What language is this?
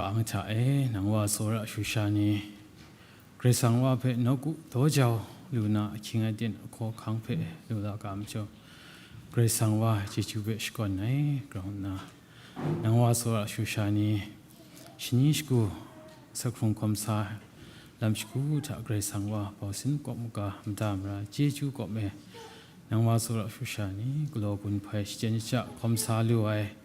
Kachin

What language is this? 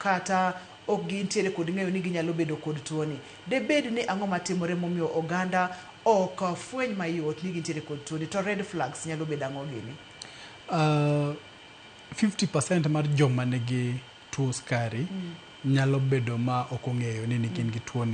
Luo (Kenya and Tanzania)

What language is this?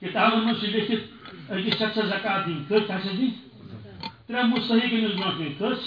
Kashmiri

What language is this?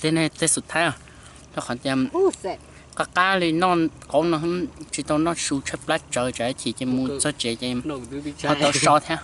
Hmong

